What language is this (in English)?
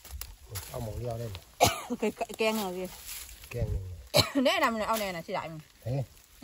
Thai